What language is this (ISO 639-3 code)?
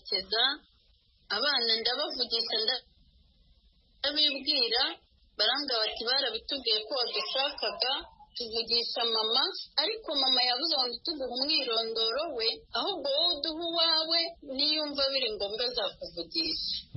kin